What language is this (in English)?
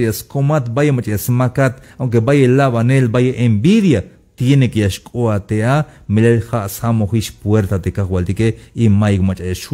Tzeltal